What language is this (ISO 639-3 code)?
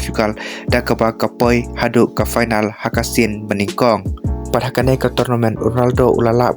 kha